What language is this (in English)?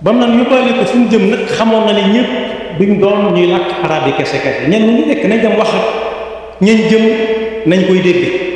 Wolof